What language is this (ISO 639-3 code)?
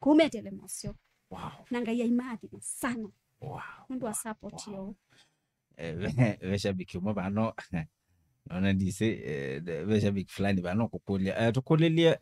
kam